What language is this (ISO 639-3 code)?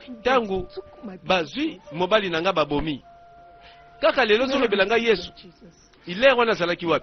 lin